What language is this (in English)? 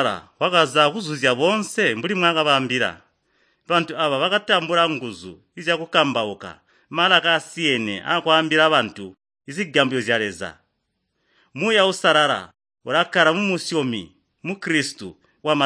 Tonga (Zambia)